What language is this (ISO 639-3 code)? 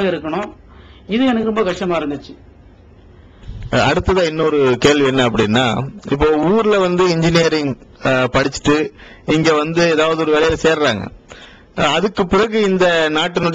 tam